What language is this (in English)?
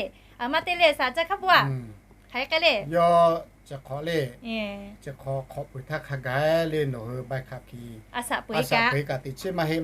Lahu